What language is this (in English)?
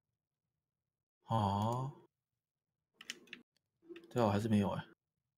Chinese